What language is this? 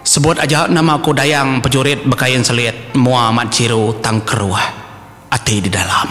Iban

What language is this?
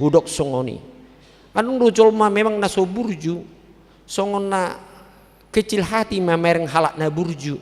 Batak Toba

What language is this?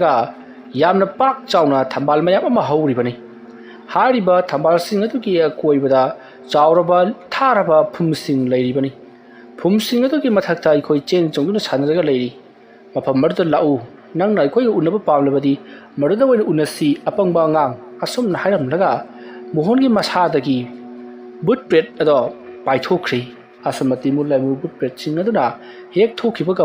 Manipuri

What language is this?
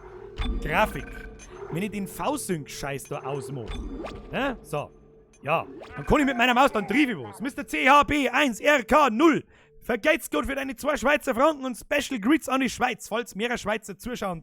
Bavarian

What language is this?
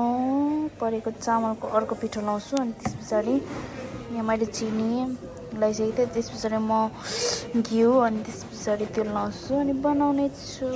Nepali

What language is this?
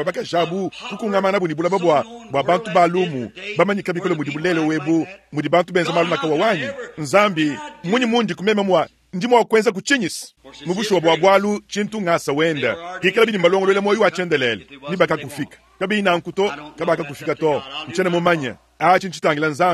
Luba-Lulua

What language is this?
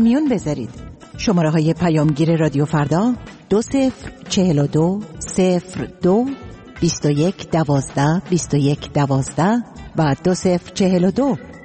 Persian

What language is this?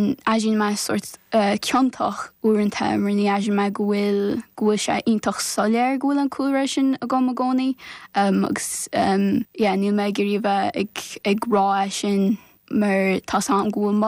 Irish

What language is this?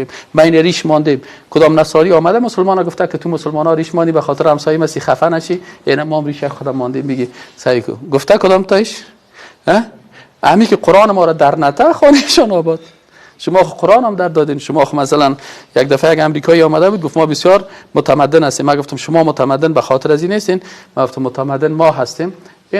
Persian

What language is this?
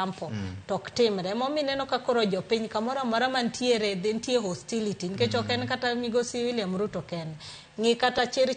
Luo (Kenya and Tanzania)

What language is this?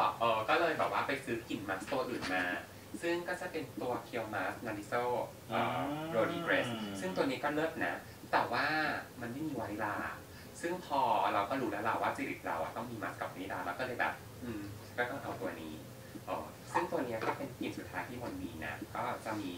Thai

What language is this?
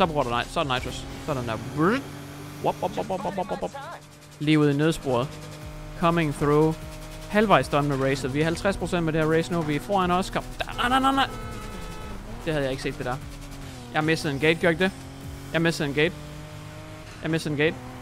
Danish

